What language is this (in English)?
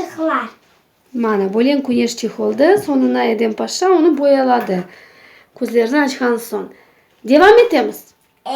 Crimean Tatar